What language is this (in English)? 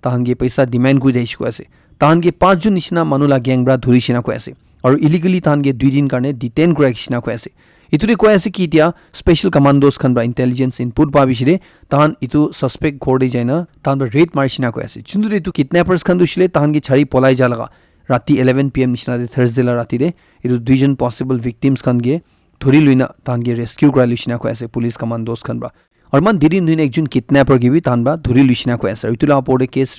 Naga Pidgin